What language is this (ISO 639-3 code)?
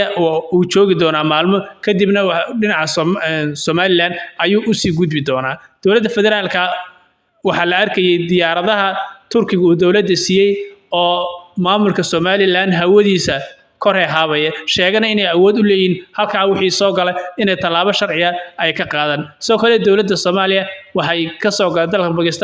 som